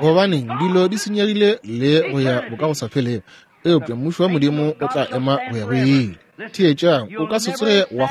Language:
Northern Sotho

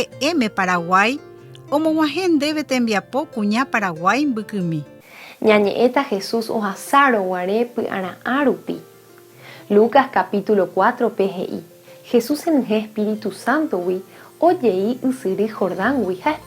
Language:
Guarani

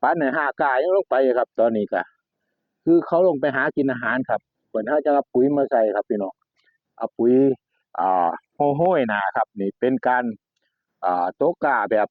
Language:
Northeastern Thai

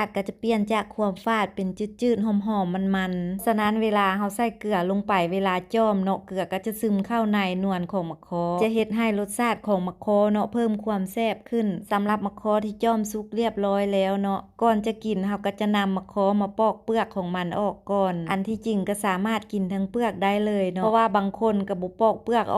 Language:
Lao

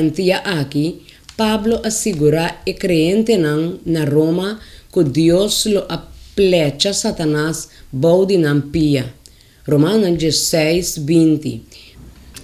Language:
Papiamento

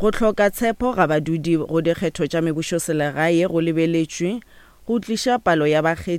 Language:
Northern Sotho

